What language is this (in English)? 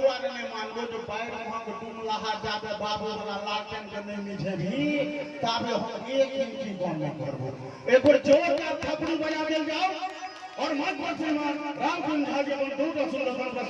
Maithili